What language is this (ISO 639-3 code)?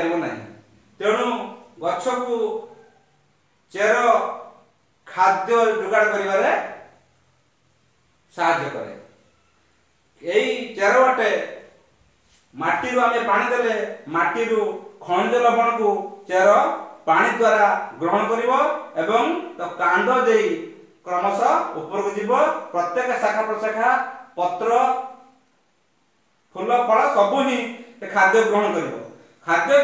ori